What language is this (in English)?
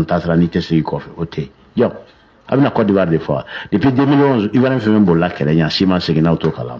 Bambara